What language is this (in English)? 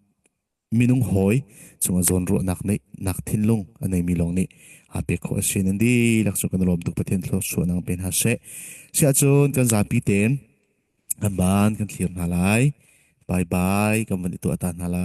Falam Chin